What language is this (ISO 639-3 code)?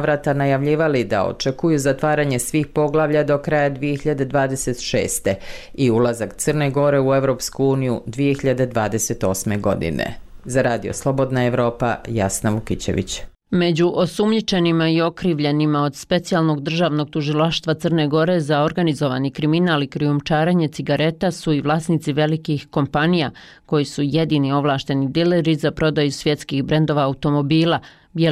bos